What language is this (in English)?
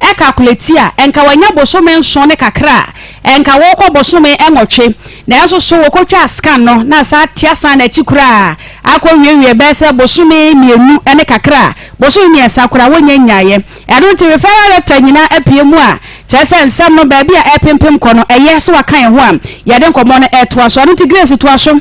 Akan